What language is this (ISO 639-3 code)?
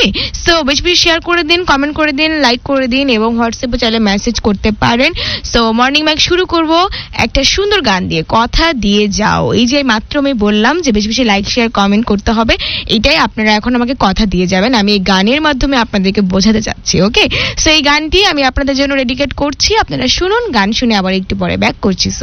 ben